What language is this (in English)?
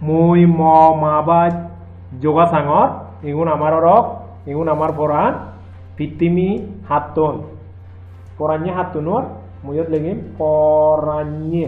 Chakma